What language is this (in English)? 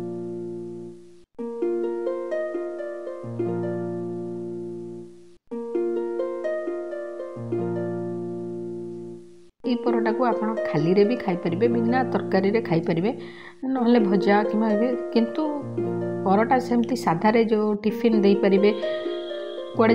Odia